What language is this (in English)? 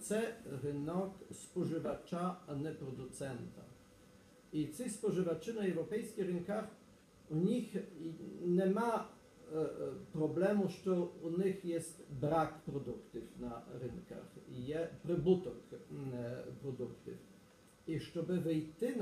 Ukrainian